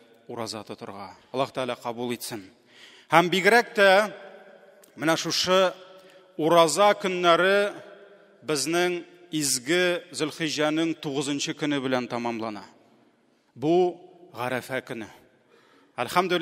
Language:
Tatar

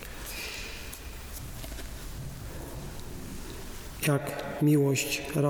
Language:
Polish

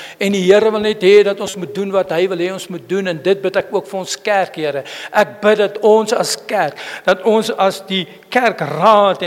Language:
Afrikaans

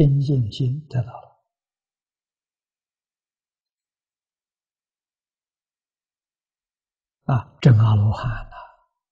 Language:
Chinese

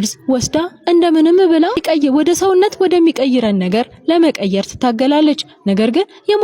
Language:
Amharic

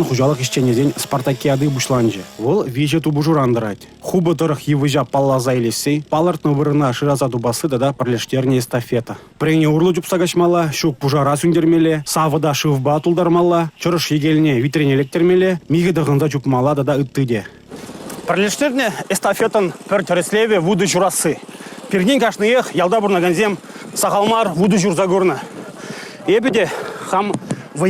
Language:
Chuvash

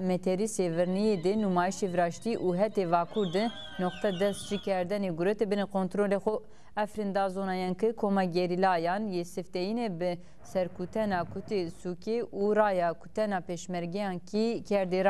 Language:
Zaza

